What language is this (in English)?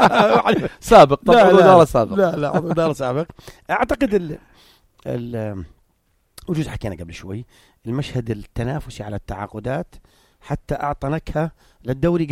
North Levantine Arabic